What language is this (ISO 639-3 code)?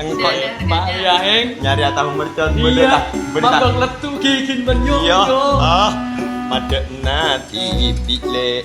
mad